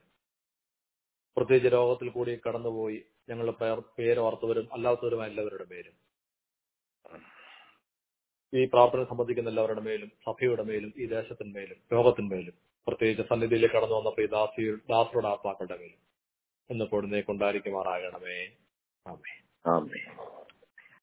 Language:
Malayalam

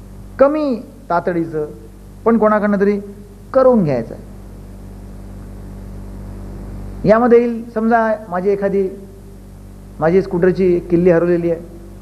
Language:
Marathi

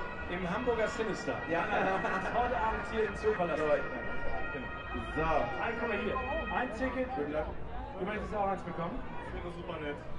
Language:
German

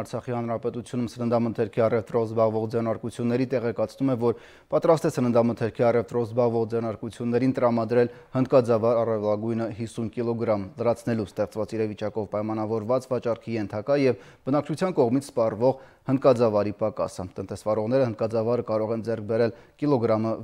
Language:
Armenian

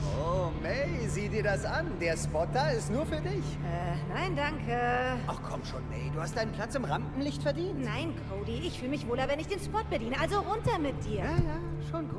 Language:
Swiss German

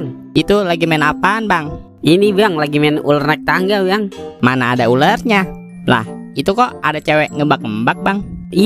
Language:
Betawi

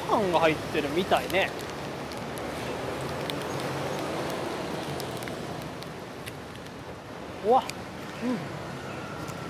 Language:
Japanese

